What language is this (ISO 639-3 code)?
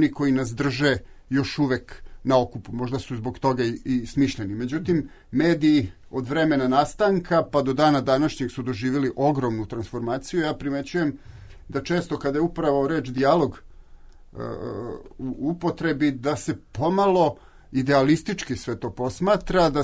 srp